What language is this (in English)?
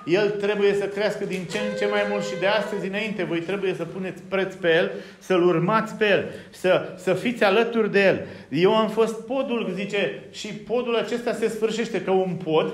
Romanian